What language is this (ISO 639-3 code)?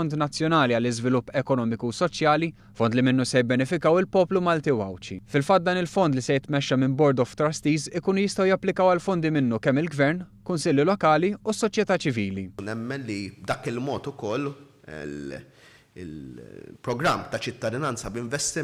mlt